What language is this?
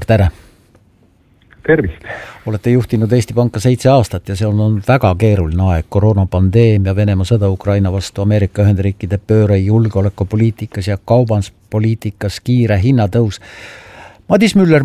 Estonian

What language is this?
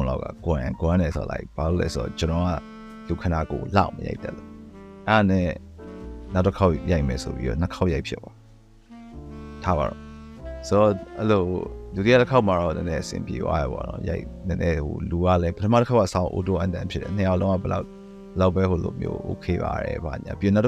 Burmese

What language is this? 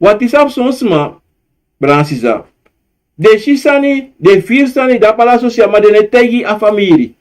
Sranan Tongo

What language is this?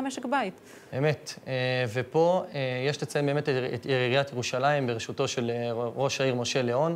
Hebrew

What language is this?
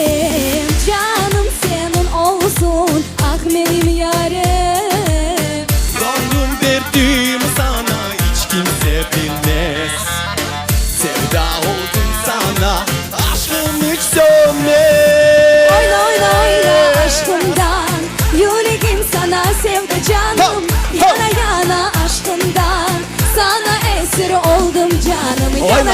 Crimean Tatar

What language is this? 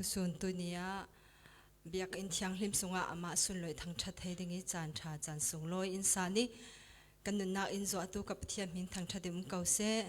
Falam Chin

